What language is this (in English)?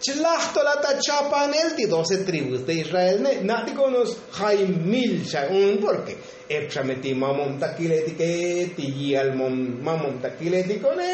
Tzotzil